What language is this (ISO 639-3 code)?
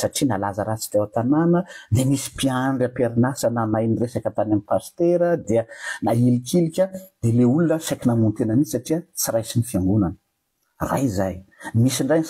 mlg